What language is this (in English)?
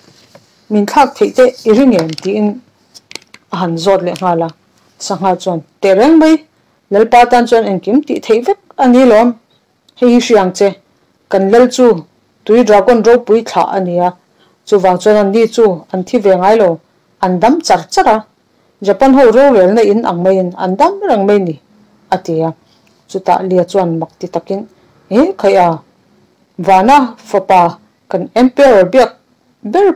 Mizo